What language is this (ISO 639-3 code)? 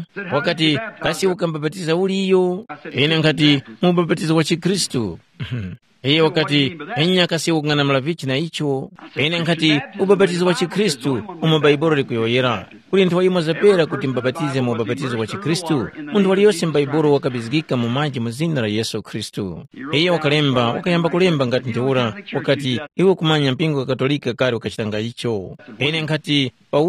tum